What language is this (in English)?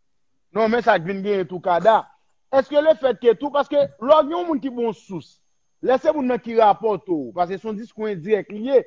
Haitian Creole